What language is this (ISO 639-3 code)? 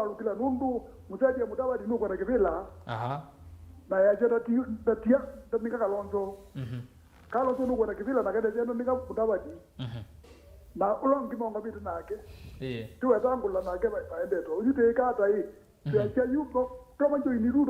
kam